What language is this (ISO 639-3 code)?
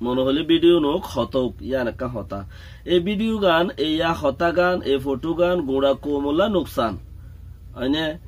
rhg